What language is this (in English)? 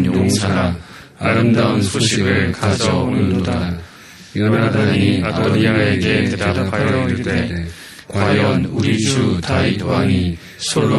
Korean